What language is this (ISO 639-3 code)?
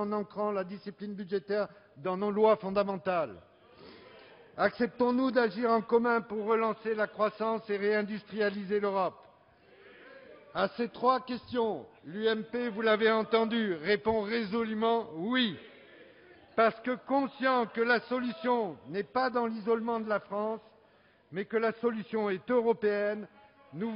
fra